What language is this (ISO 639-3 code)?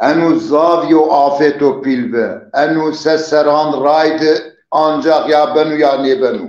zza